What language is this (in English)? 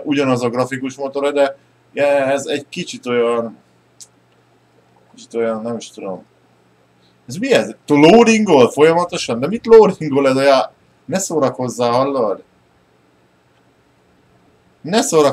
Hungarian